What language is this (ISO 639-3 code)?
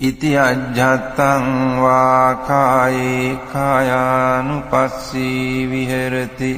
pli